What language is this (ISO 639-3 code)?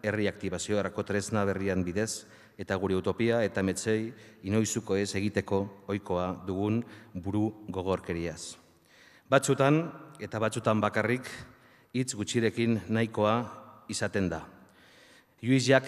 eus